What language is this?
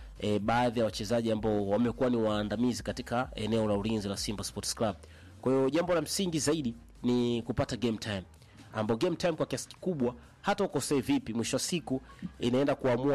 Swahili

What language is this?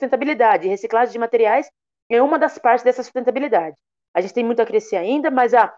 Portuguese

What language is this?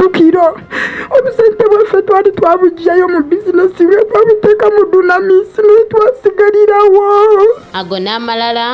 Ganda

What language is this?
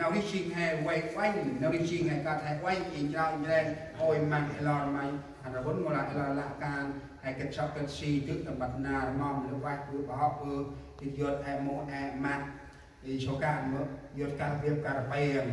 Central Mnong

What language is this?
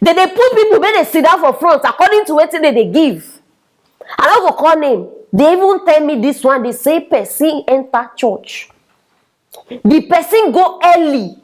Nigerian Pidgin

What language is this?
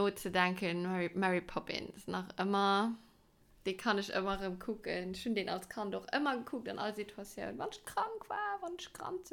Luxembourgish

